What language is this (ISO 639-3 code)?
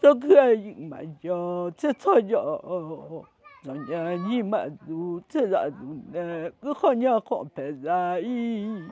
ahk